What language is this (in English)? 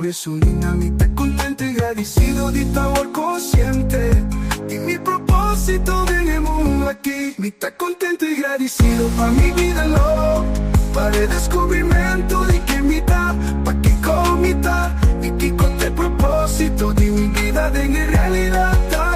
Papiamento